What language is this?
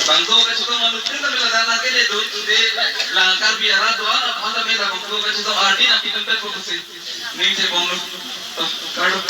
Karbi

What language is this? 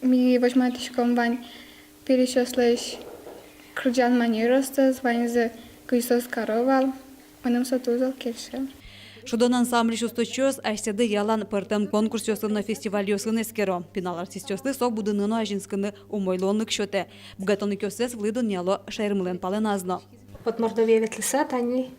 Udmurt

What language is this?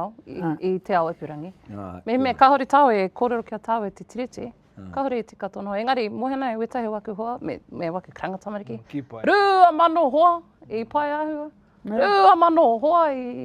Māori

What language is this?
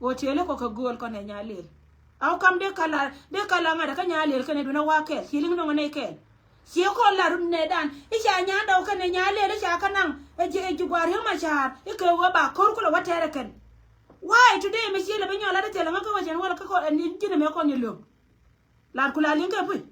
Nuer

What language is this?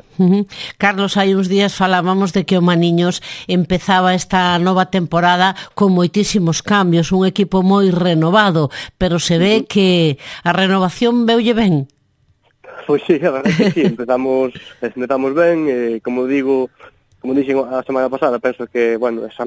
Galician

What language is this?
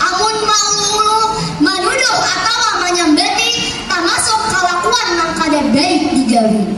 Banjar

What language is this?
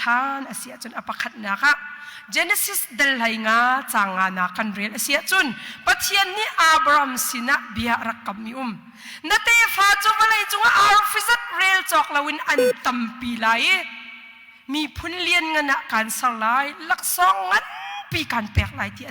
Hakha Chin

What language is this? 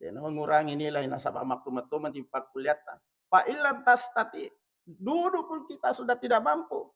Buginese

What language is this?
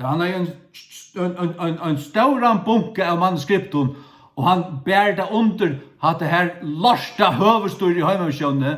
Faroese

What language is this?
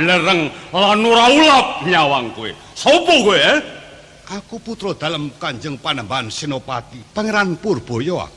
Javanese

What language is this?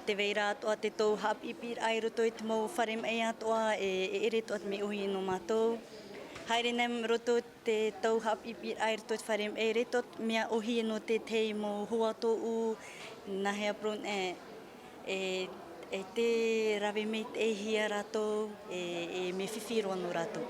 Tahitian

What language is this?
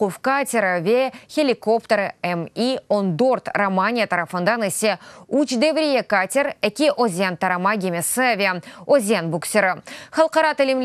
Crimean Tatar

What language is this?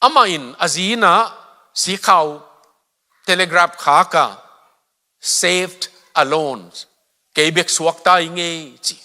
Tedim Chin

